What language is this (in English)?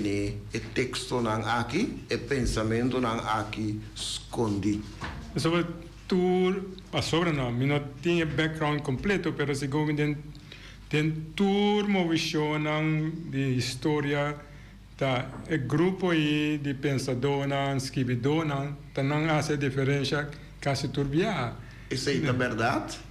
Papiamento